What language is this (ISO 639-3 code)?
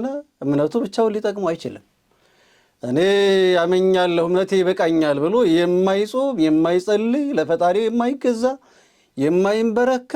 amh